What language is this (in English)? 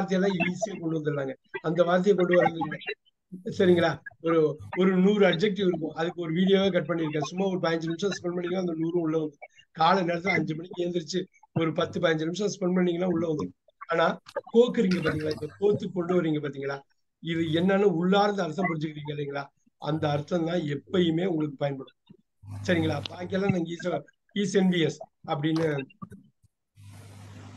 Tamil